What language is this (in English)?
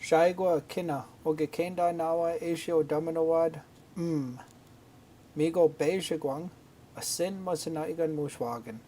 Chippewa